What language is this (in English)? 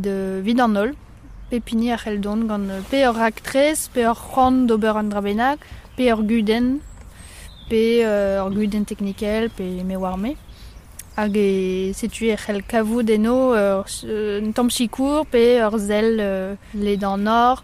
Breton